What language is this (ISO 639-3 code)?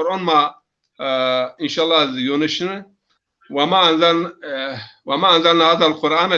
zza